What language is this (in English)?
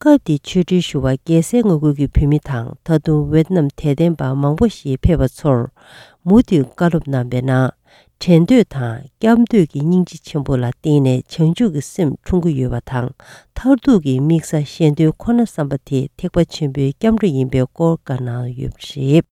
Tibetan